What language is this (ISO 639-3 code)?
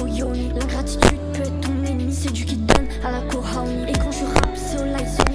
ful